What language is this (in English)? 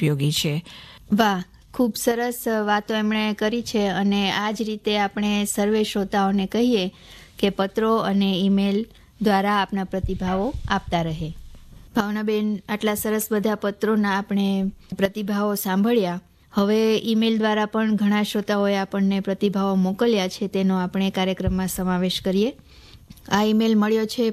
Gujarati